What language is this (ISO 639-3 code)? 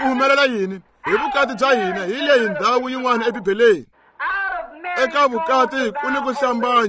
tso